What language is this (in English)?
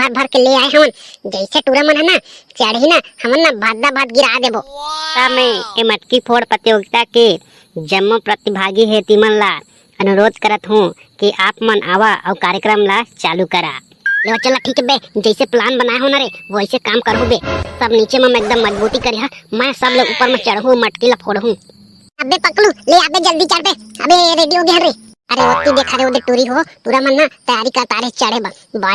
Chhattisgarhi